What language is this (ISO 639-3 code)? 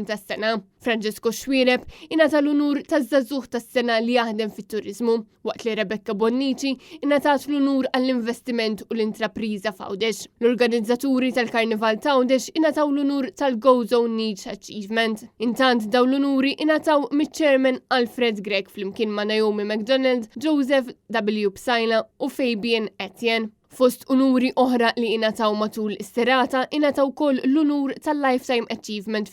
mlt